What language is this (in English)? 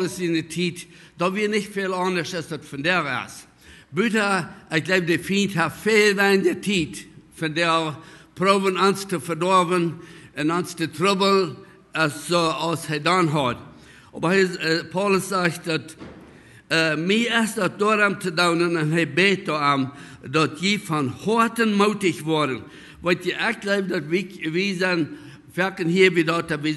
Plautdietsch